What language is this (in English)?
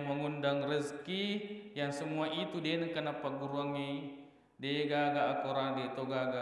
Buginese